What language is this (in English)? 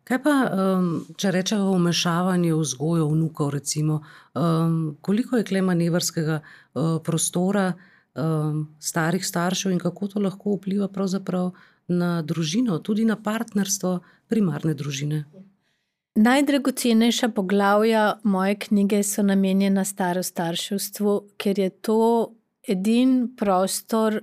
Slovenian